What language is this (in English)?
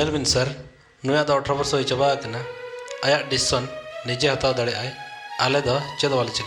Santali